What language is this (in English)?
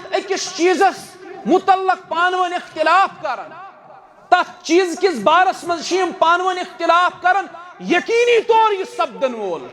Kashmiri